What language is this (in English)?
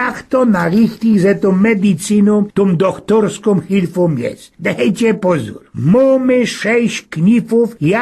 Silesian